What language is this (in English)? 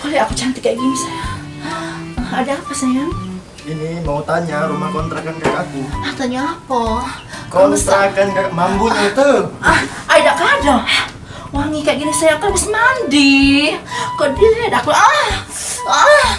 Musi